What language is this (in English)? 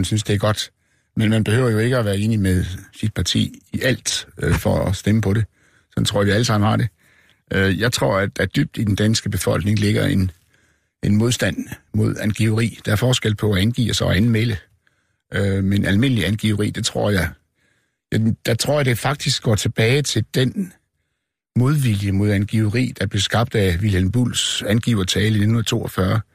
Danish